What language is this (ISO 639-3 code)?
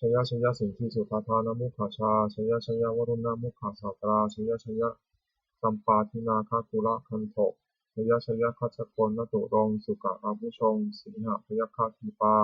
pli